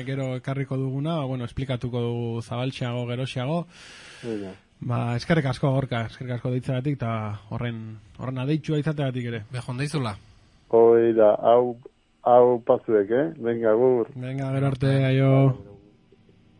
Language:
Basque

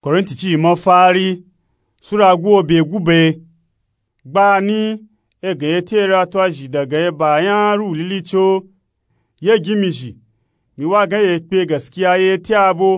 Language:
Nupe-Nupe-Tako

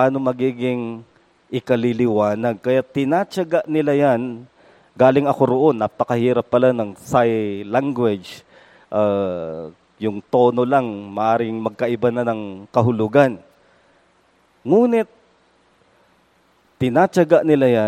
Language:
Filipino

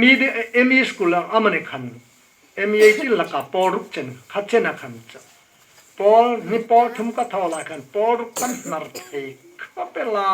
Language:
Hmar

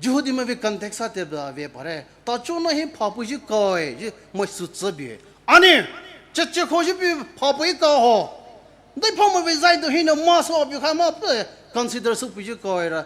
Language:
Poumei Naga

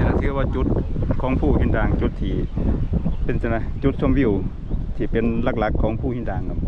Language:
Lao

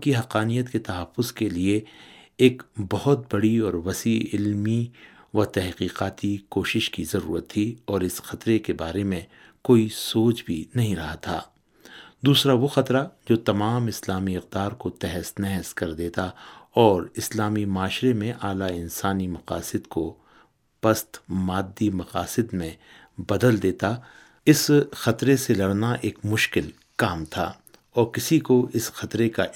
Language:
Urdu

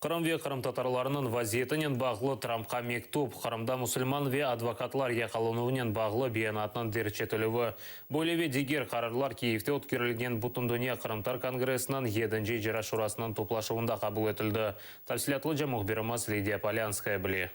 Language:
Crimean Tatar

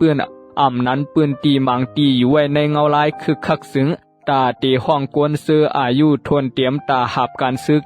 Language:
Shan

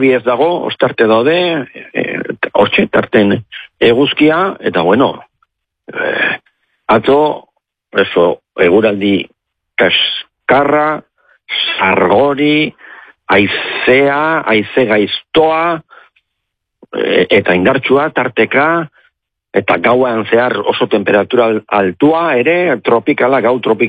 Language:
Basque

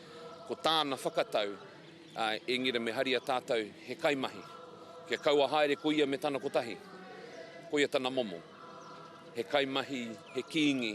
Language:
Māori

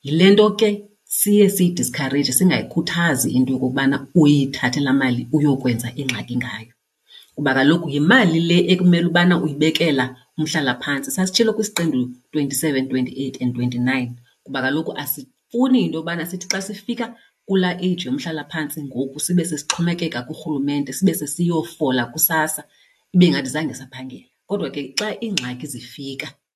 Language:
Xhosa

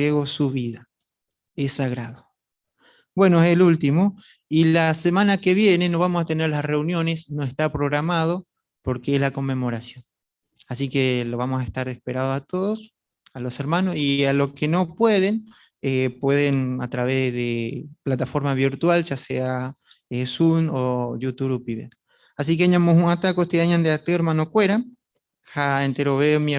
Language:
Guarani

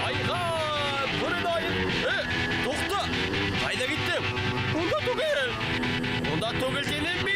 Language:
Bashkir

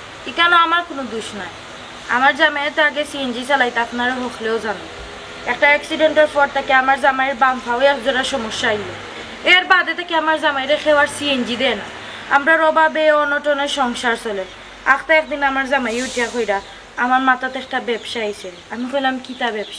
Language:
Sylheti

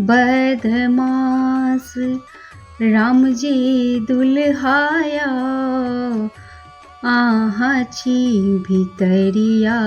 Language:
Maithili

